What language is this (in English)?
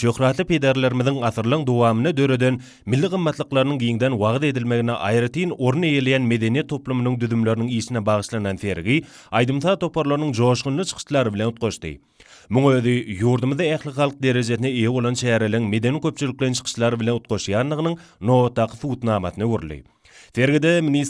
Turkmen